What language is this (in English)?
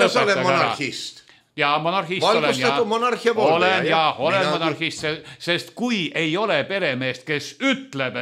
Estonian